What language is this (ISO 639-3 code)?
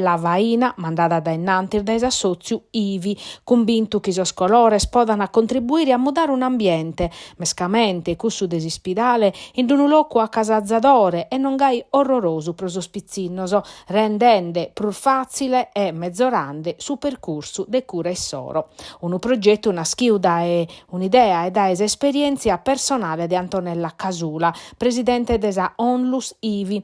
srd